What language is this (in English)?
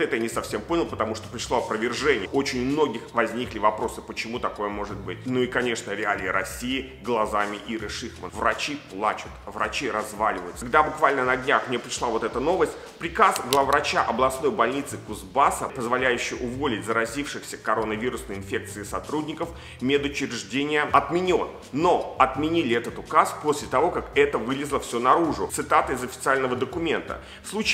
Russian